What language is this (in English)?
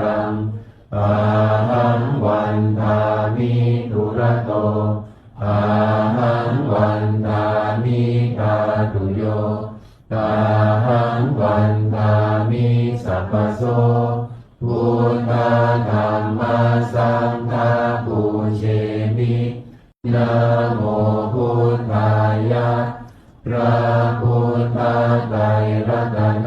Pali